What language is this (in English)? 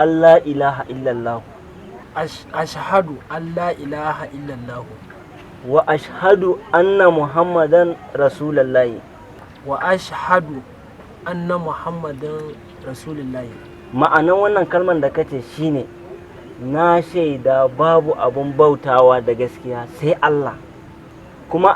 Hausa